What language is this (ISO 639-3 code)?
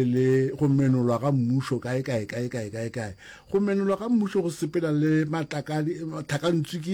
nso